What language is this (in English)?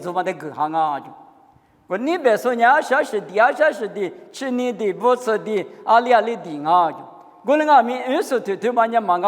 Lisu